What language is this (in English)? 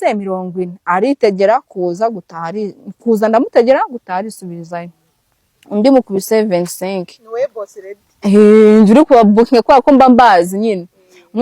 Kinyarwanda